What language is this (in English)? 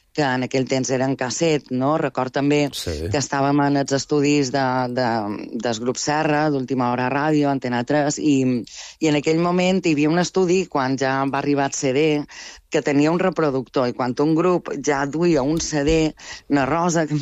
Catalan